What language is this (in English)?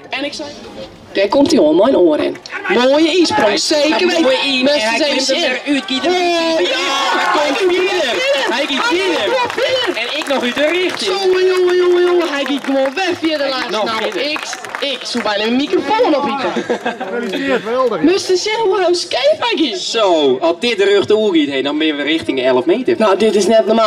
Western Frisian